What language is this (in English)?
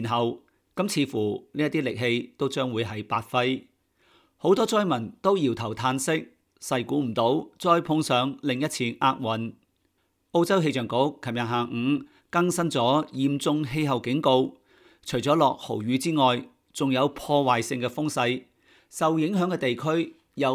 Cantonese